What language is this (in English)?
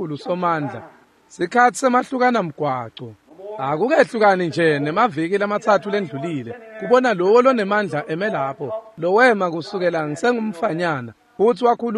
Swati